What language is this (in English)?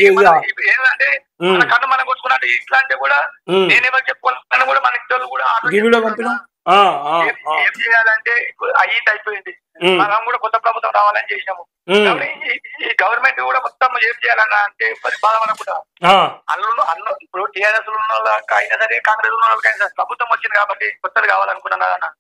Telugu